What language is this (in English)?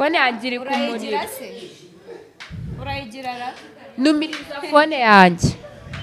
Kinyarwanda